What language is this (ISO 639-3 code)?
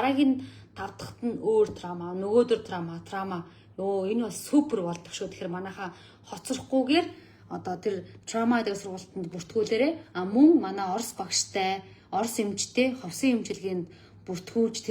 mon